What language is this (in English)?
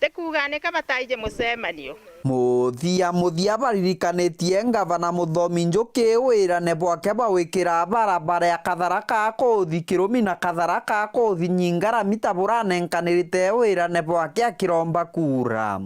Meru